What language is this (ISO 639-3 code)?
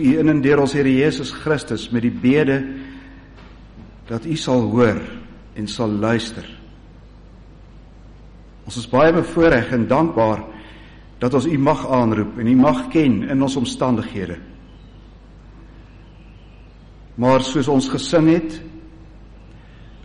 afr